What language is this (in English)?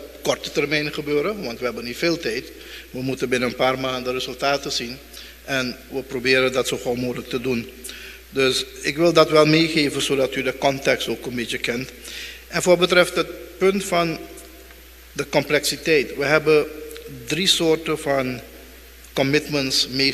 Dutch